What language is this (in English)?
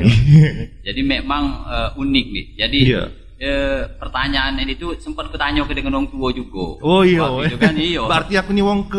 Musi